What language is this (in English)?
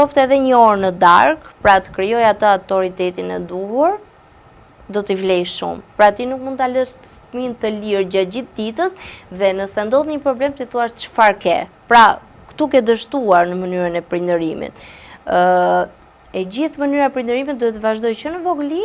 Albanian